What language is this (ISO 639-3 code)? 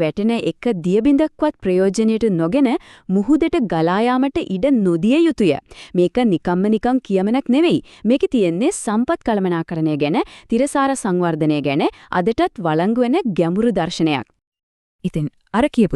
sin